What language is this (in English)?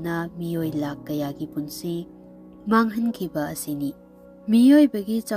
Manipuri